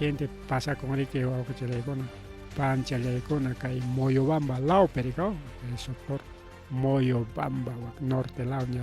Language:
Ayacucho Quechua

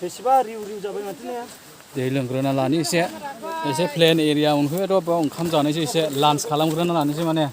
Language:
Bodo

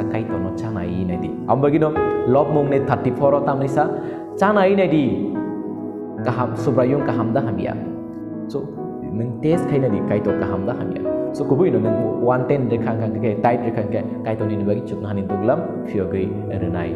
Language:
Kok Borok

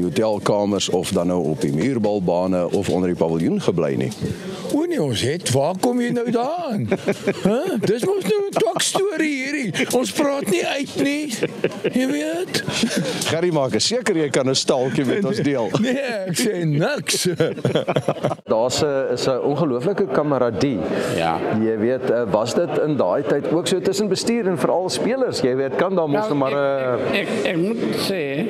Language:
Afrikaans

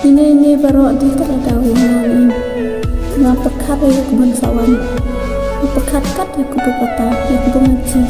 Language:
Khasi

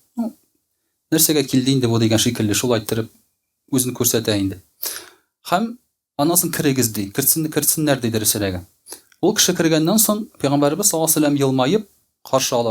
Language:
Tatar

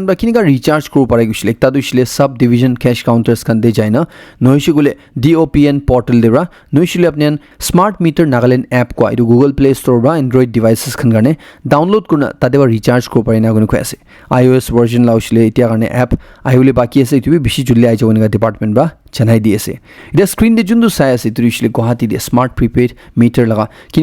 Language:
Naga Pidgin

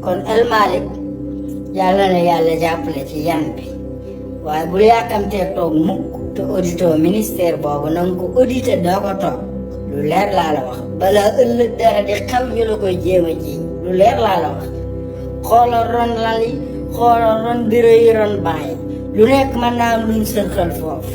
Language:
Wolof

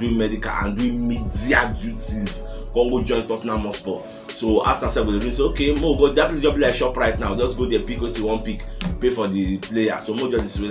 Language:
Nigerian Pidgin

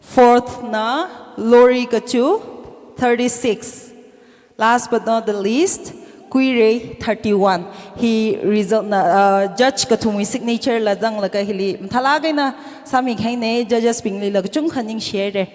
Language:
Tangkhul Naga (India)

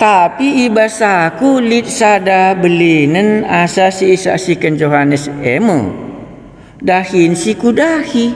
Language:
Batak Karo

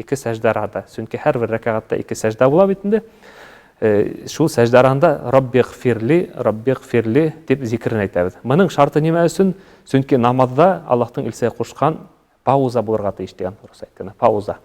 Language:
Bashkir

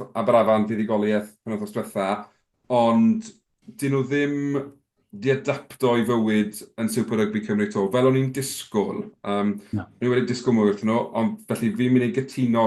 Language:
Welsh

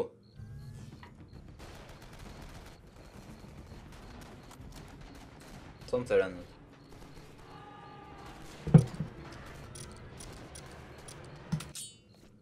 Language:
Norwegian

